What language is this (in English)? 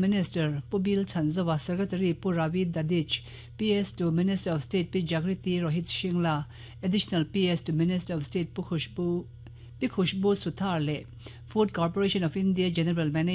Mizo